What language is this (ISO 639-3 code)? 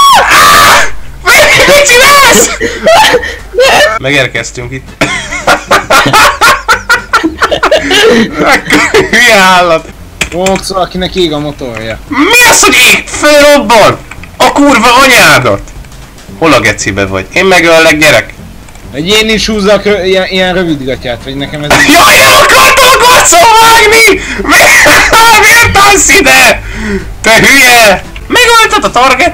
hun